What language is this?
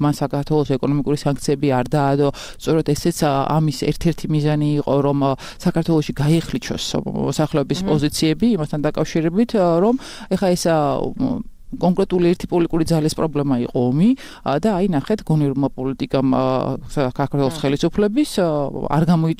Georgian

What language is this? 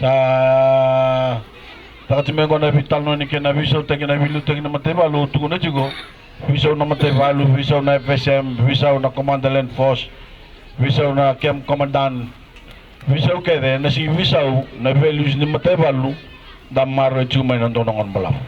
Fijian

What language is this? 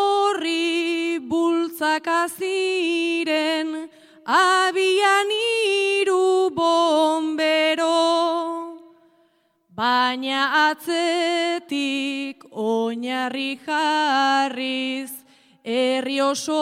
Basque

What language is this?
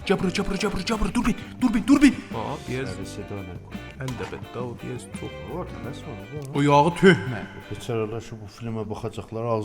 South Azerbaijani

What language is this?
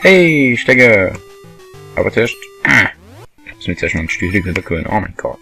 Swiss German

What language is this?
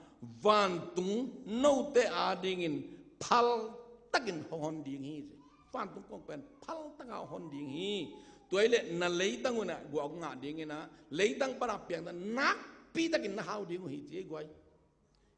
Tedim Chin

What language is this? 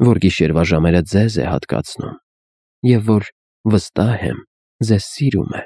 Armenian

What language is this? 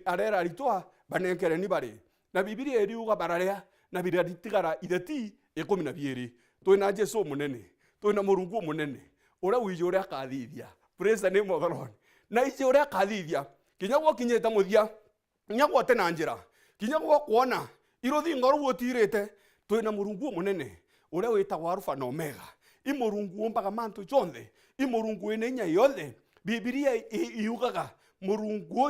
Meru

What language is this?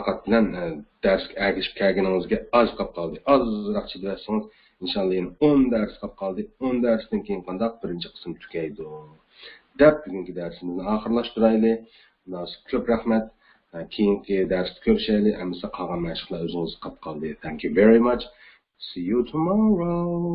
Uyghur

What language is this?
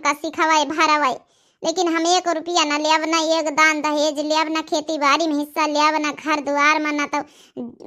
Awadhi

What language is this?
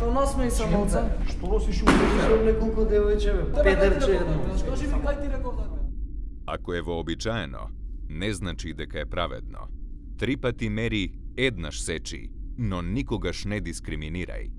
Macedonian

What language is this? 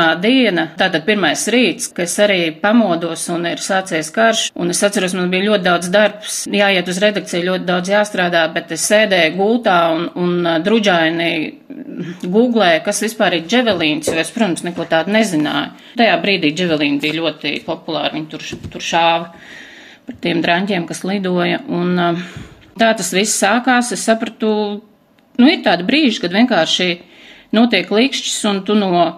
Latvian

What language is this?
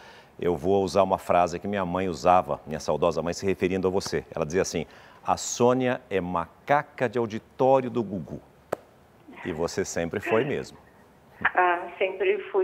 Portuguese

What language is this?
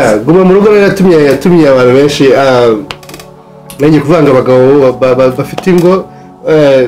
Kinyarwanda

